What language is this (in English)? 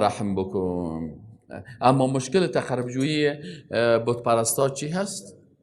Persian